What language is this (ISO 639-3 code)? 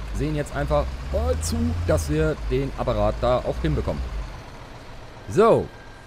deu